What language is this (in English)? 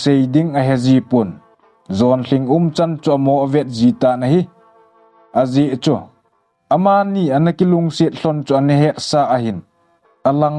Thado Chin